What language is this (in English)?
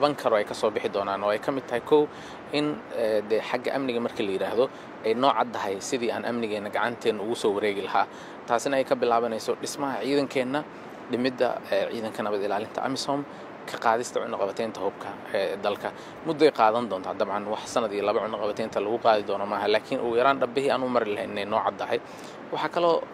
Somali